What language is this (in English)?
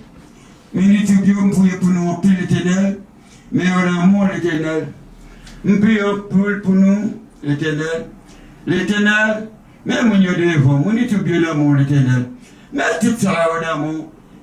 Haitian Creole